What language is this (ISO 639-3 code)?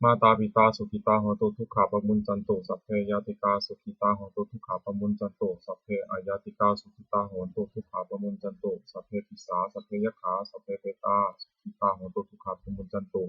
pli